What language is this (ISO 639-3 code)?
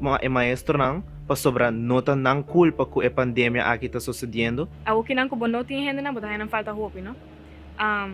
pap